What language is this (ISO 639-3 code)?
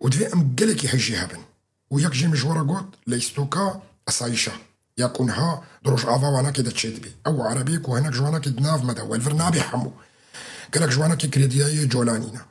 kur